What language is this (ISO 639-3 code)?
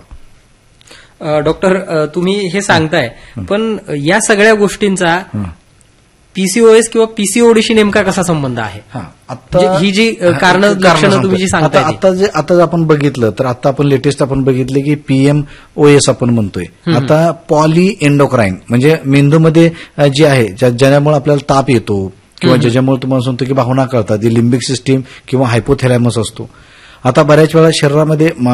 mar